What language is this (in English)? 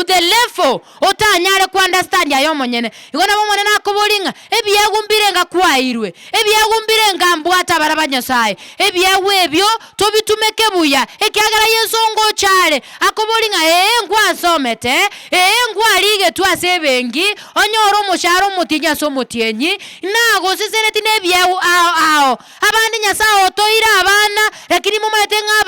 Gusii